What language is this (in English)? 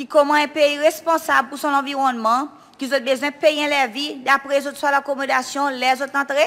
Seselwa Creole French